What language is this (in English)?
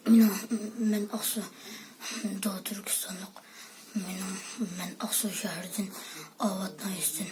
Uyghur